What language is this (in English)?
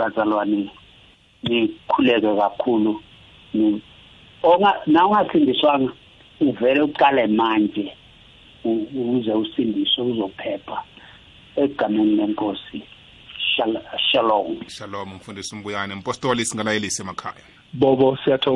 South Ndebele